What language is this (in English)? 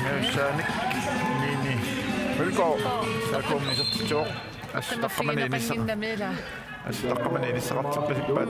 Kalaallisut